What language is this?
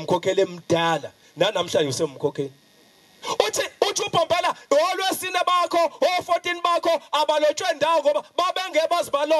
Zulu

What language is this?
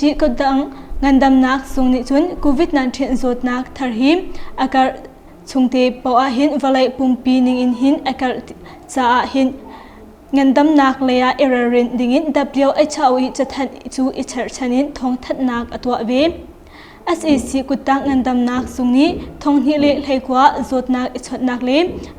Hakha Chin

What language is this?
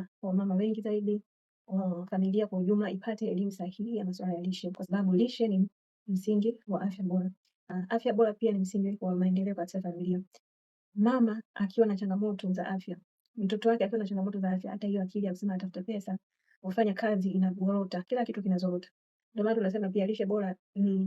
Swahili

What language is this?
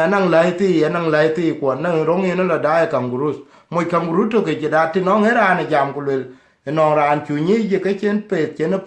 Dinka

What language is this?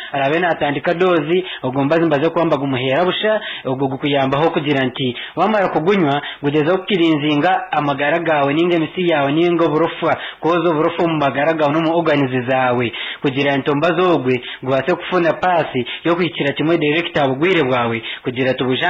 Nyankole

